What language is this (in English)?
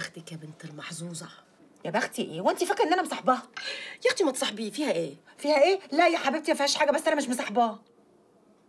Egyptian Arabic